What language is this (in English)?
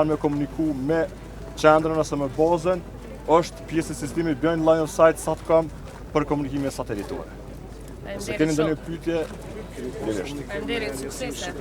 Albanian